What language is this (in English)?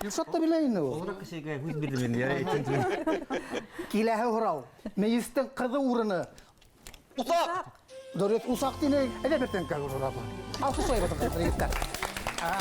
Bashkir